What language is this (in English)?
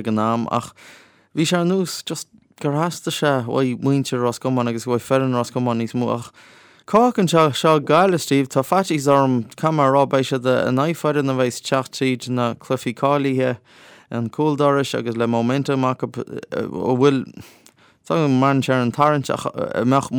Irish